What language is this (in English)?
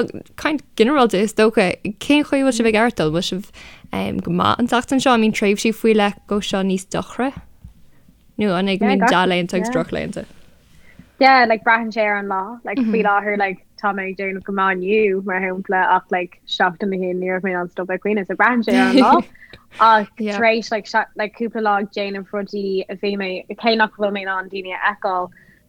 Irish